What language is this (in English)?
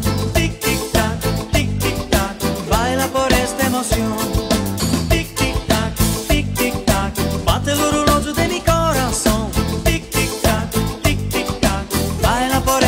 Italian